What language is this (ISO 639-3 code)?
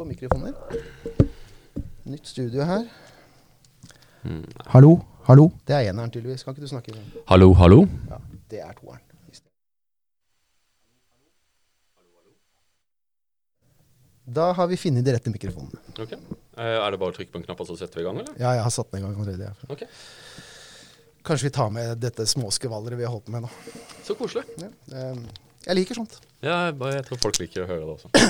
nor